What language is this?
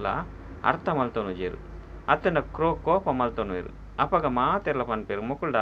Tulu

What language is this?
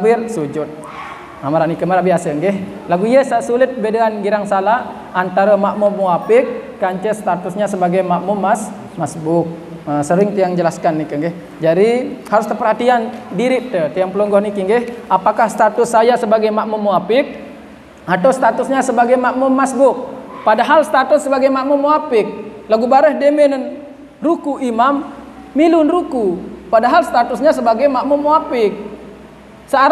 Sasak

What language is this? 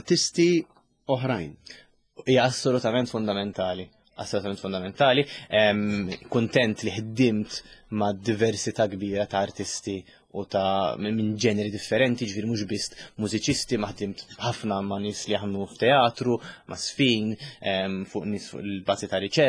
Maltese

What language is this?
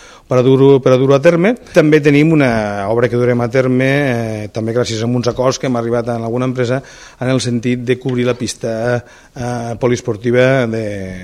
Catalan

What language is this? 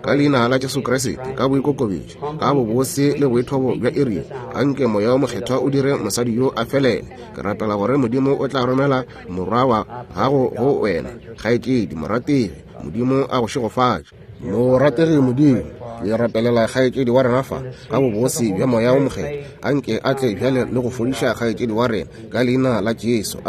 Northern Sotho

